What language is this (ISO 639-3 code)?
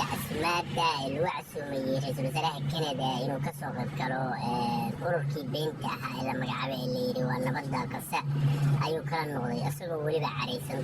som